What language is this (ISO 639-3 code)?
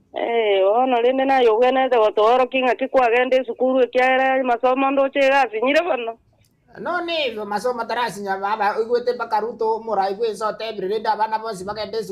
guz